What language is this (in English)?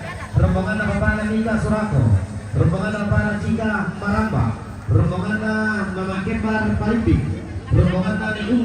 Toraja-Sa'dan